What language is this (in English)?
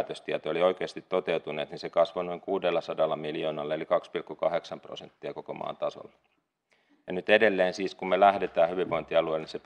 Finnish